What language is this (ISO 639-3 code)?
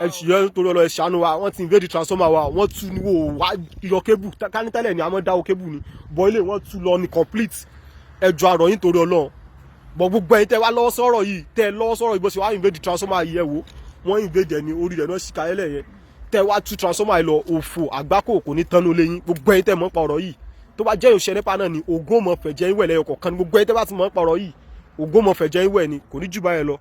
yor